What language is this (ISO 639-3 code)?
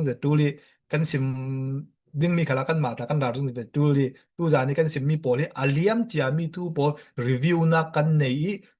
cfm